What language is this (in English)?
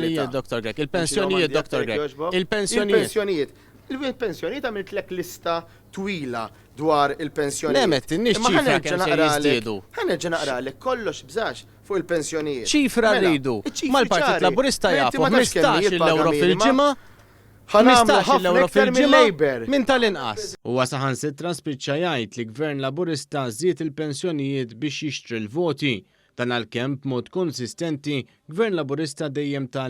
Maltese